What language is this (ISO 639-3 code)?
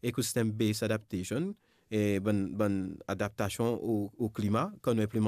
mfe